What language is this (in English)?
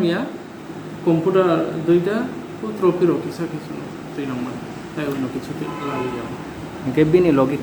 Kok Borok